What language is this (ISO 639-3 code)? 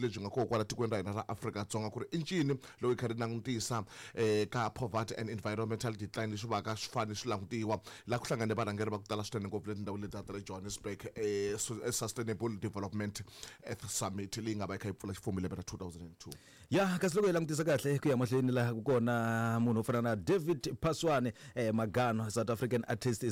tso